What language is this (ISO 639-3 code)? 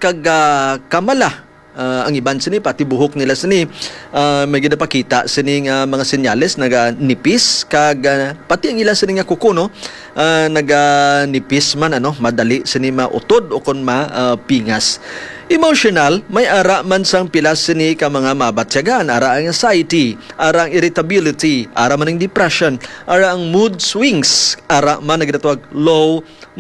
hil